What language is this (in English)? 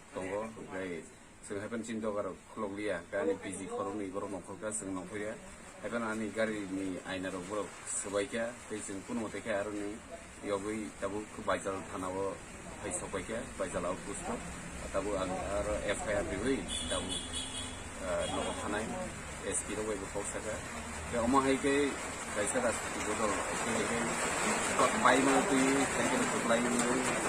Kok Borok